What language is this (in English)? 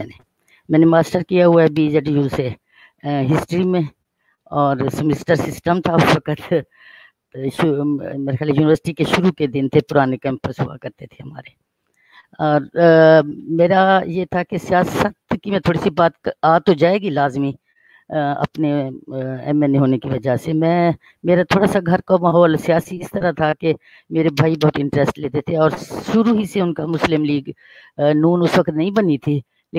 Urdu